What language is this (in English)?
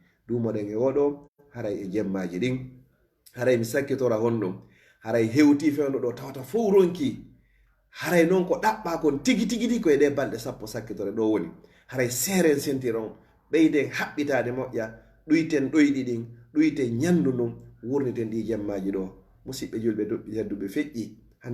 Fula